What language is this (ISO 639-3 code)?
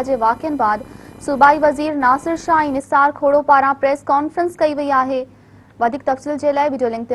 snd